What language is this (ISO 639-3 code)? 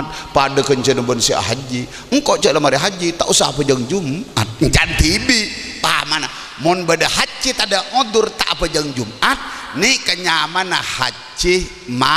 mad